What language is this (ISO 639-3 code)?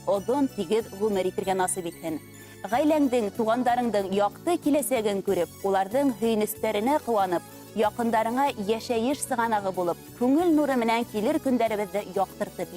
bak